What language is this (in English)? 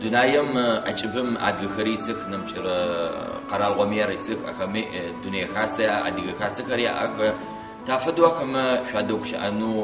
Adyghe